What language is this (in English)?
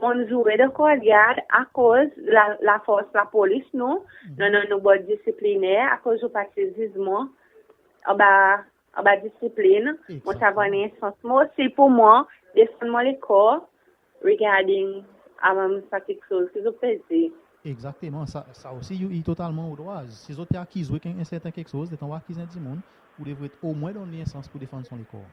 Seselwa Creole French